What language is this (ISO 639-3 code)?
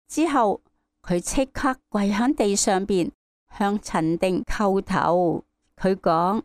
yue